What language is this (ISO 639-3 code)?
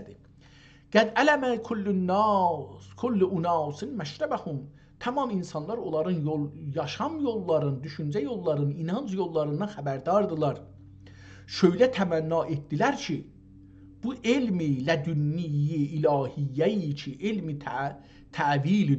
azb